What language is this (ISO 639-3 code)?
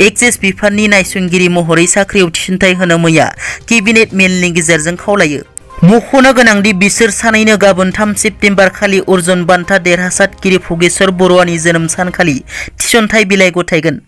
brx